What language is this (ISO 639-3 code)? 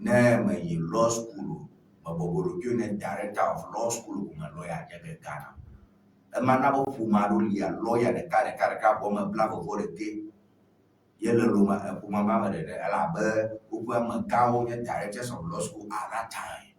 ewe